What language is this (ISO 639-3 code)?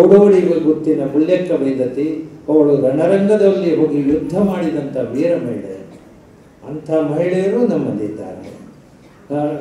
kan